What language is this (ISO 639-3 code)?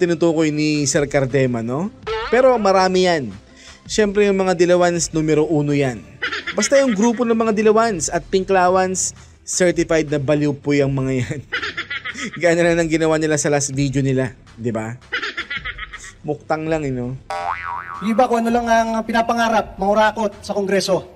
fil